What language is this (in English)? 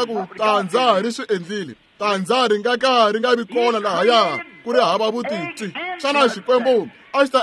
Tsonga